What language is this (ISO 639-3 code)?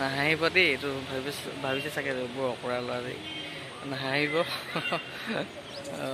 asm